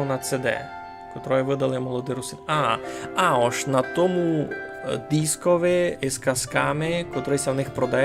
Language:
Rusyn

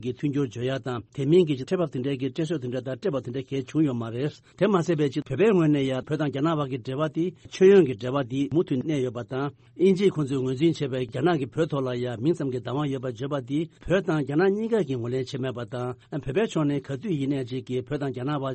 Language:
Tibetan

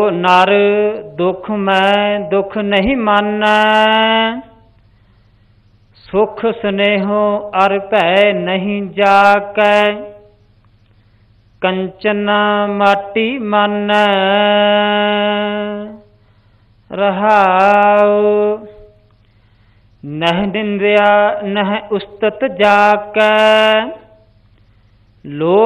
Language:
Punjabi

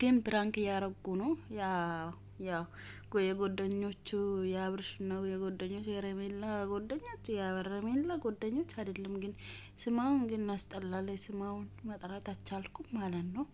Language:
Amharic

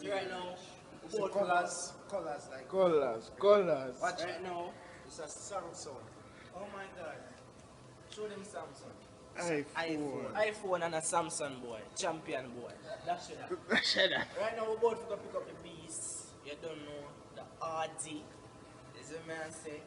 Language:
Jamaican Creole English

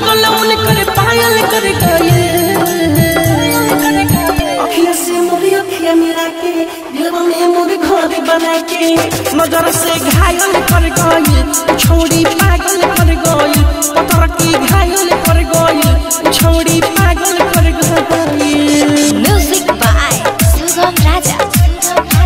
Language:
Bhojpuri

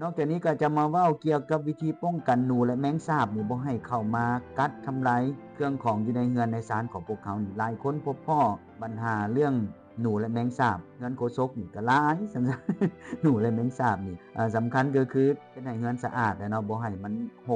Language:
Lao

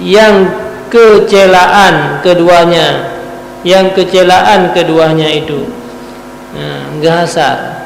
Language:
Achinese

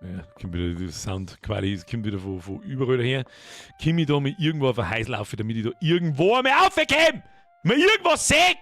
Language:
Bavarian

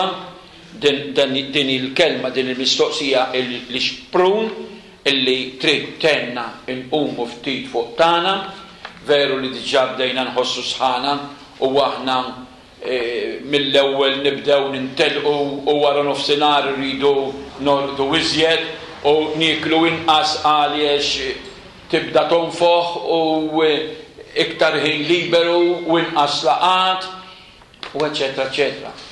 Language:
Maltese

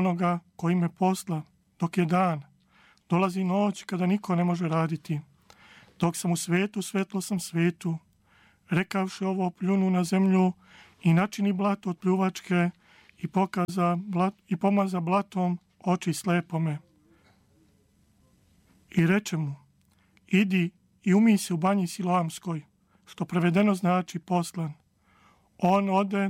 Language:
Serbian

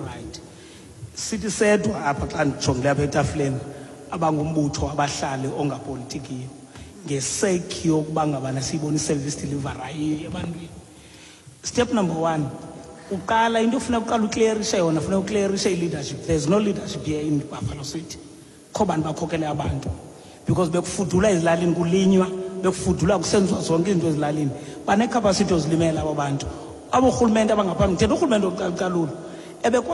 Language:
Xhosa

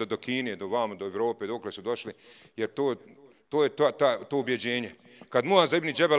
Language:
Bosnian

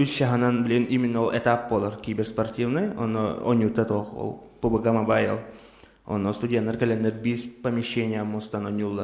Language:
Yakut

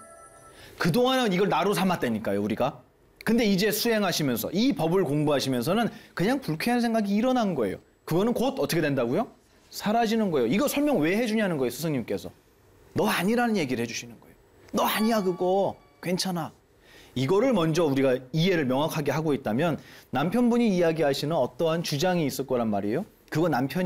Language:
Korean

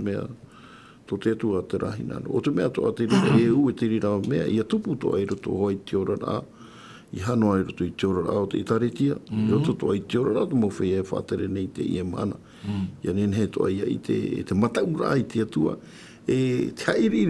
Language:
Tahitian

